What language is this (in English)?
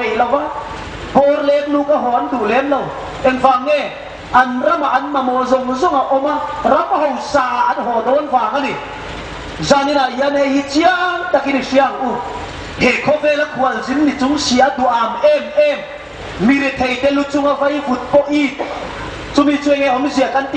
Hmar